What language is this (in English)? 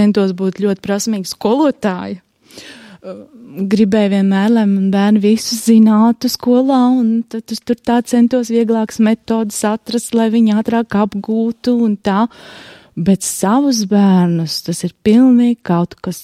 Latvian